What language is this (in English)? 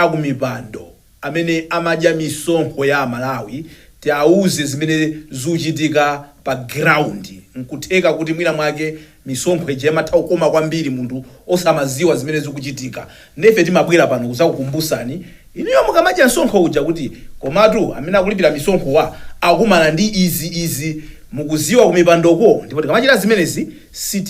Nyanja